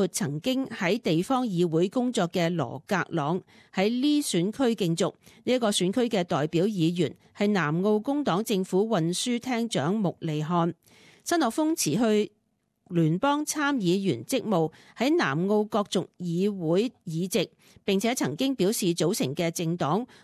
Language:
Cantonese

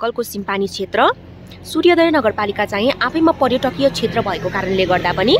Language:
Nepali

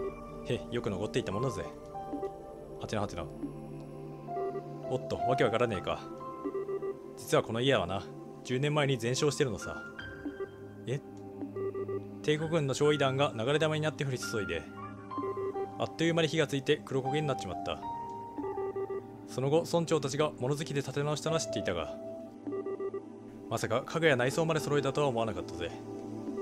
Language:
Japanese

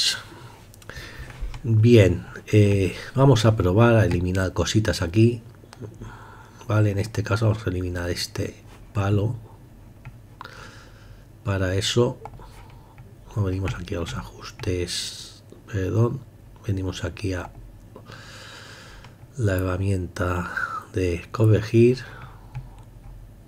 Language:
Spanish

